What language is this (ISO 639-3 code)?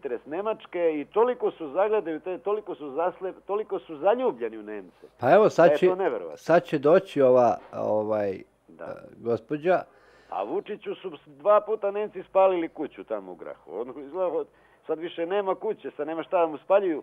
srp